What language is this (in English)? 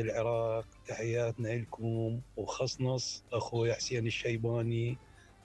Mesopotamian Arabic